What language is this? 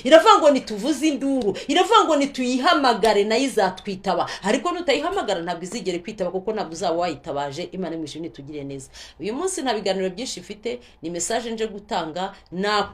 Kinyarwanda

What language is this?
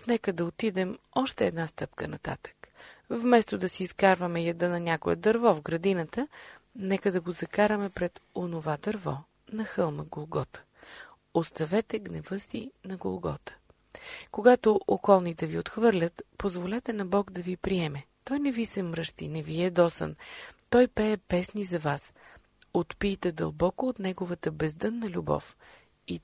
Bulgarian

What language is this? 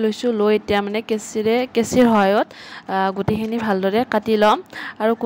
Assamese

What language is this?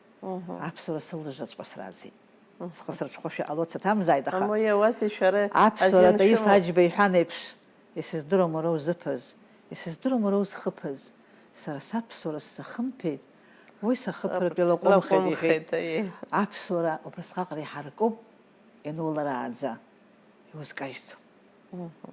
Abkhazian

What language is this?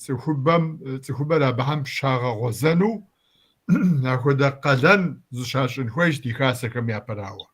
Kabardian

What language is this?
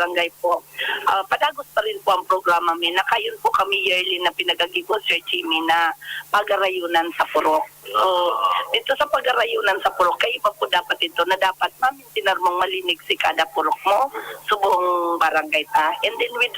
Bikol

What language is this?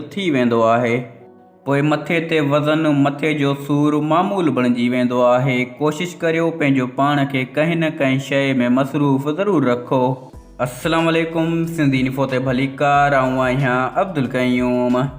Sindhi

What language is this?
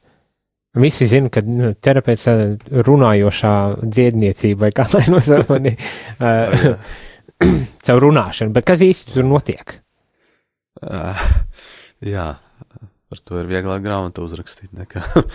Latvian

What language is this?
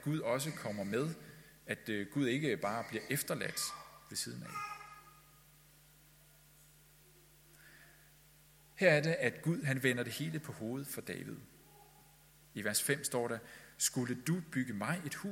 Danish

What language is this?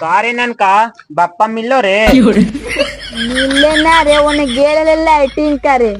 Magahi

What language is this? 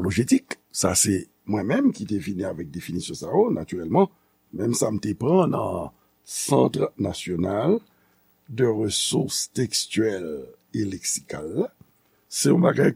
Haitian Creole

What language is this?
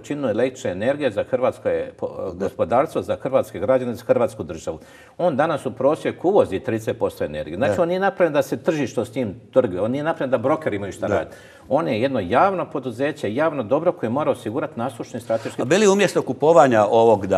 Croatian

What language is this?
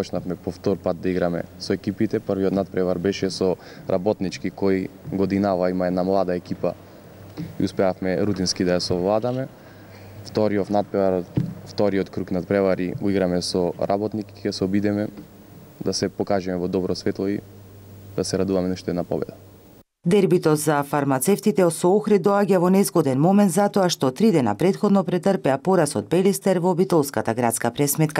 Macedonian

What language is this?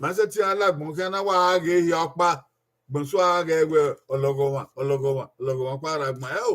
Bini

